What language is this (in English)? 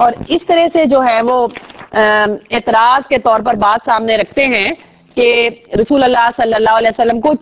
Urdu